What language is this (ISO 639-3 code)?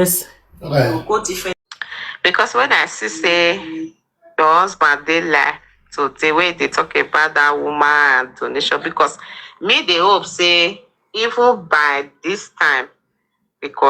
pcm